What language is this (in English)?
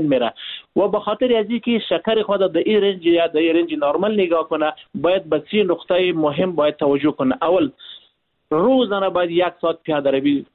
Persian